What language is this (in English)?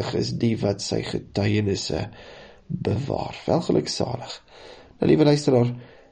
Afrikaans